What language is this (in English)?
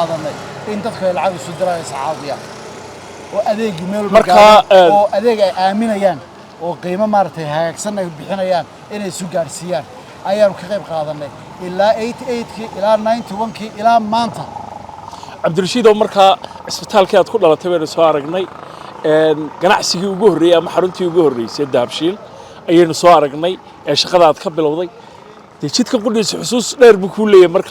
Somali